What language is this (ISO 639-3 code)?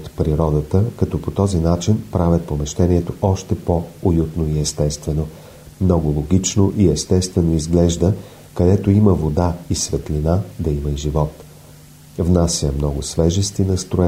bul